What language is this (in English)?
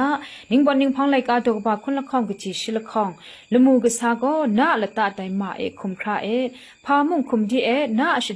Kachin